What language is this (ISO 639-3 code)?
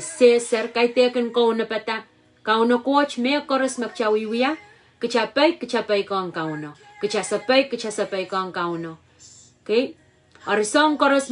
pon